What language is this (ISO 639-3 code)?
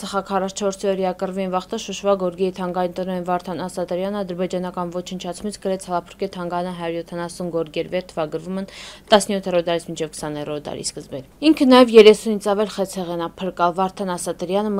hye